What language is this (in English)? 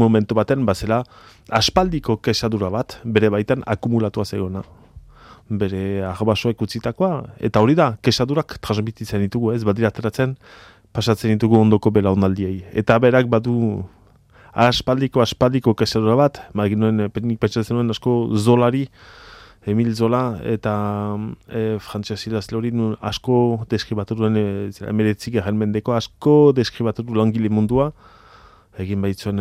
Basque